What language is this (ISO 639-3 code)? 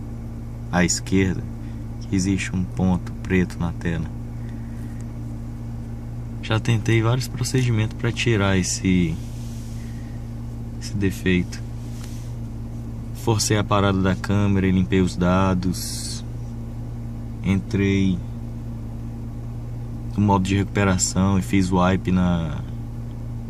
por